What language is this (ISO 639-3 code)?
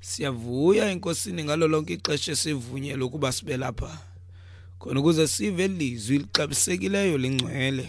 xho